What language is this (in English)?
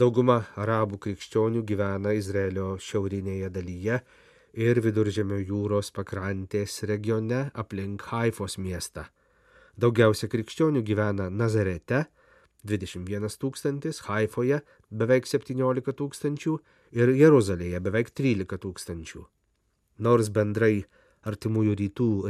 Lithuanian